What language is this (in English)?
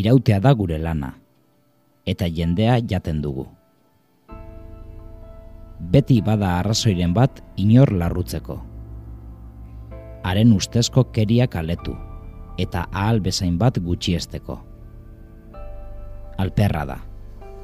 Basque